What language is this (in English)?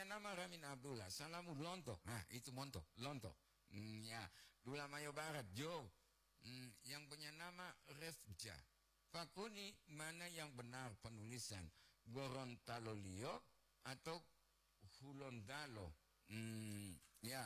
Gorontalo